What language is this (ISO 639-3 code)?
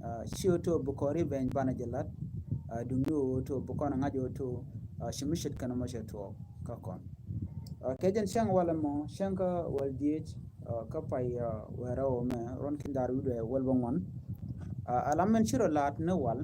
nus